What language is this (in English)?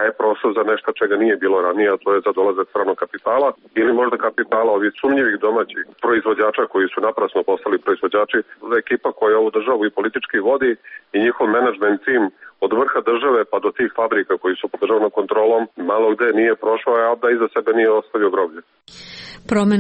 Serbian